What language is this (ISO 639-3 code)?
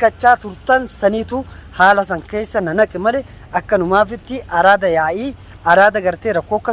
orm